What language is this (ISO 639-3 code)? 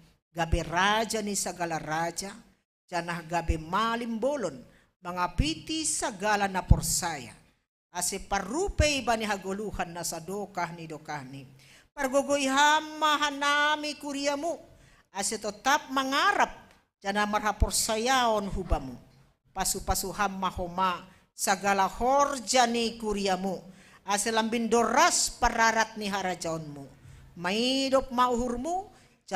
bts